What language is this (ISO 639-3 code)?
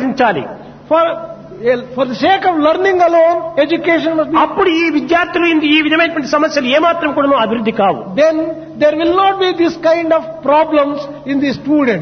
tel